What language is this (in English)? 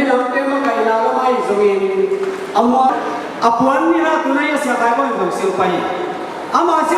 Tedim Chin